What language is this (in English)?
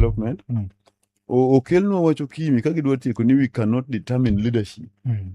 Luo (Kenya and Tanzania)